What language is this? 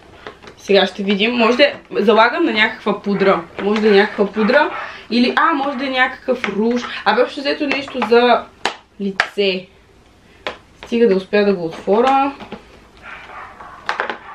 Bulgarian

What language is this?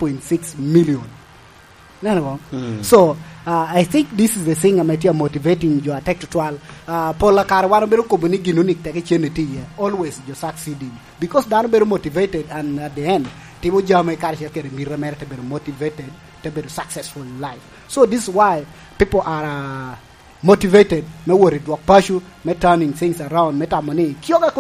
Lango (Uganda)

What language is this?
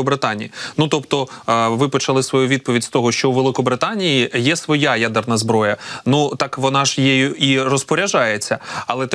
Ukrainian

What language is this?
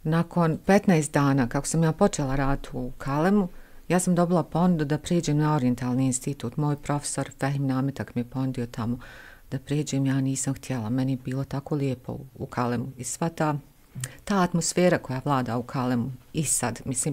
Bosnian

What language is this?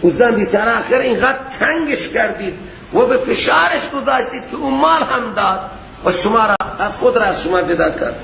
Persian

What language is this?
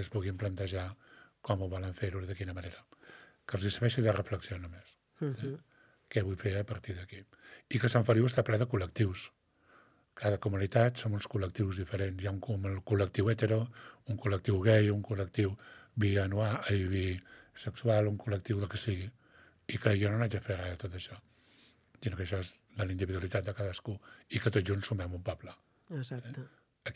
Catalan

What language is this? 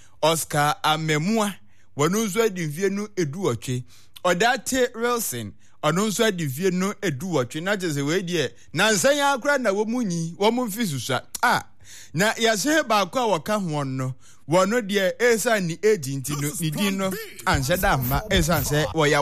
Akan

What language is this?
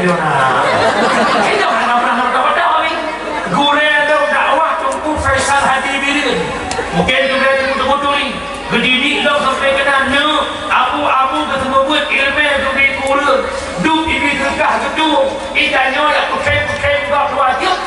Achinese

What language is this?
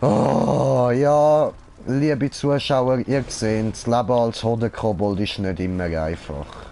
Swiss German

